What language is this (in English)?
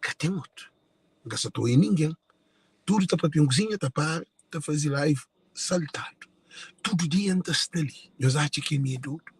Kabuverdianu